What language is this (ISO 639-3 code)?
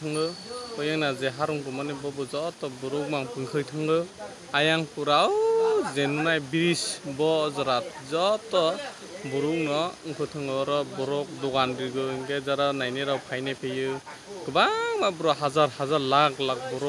trp